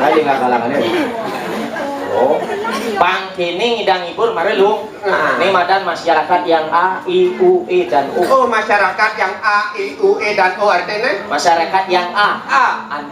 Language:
Balinese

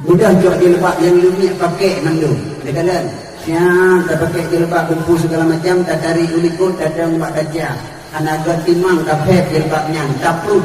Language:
Achinese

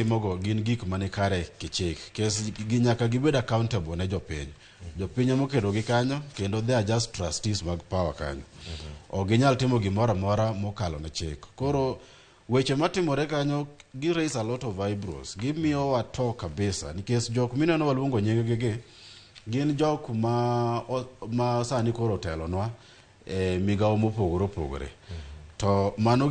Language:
Luo (Kenya and Tanzania)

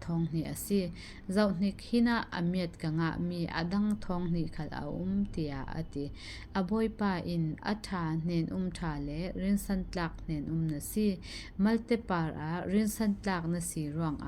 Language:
Falam Chin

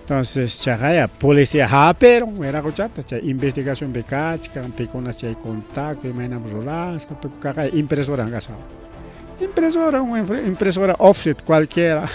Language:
Ayacucho Quechua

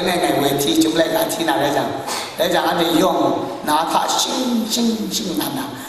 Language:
Kachin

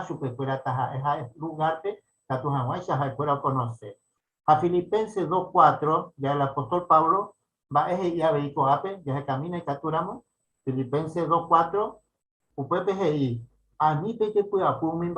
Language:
Guarani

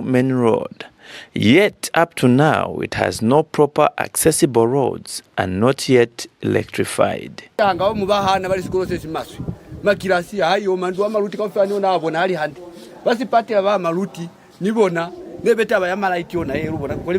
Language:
Lozi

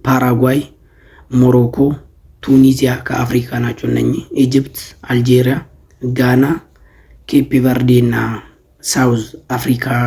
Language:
Amharic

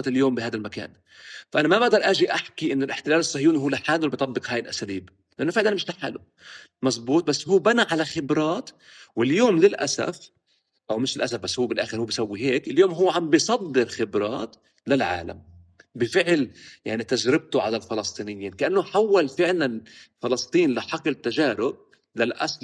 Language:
North Levantine Arabic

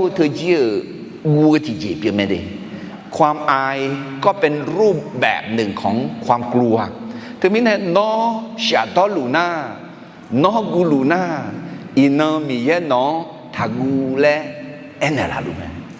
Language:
Akha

